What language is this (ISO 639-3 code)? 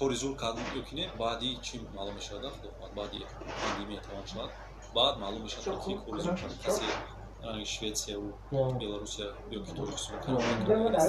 tgk